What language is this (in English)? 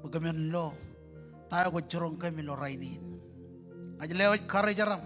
Marshallese